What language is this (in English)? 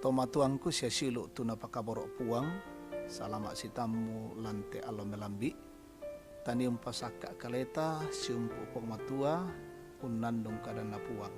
Toraja-Sa'dan